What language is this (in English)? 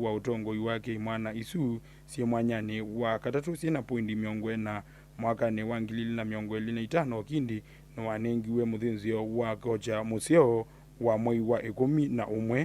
Kamba